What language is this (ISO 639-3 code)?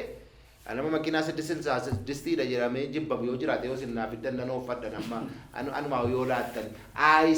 orm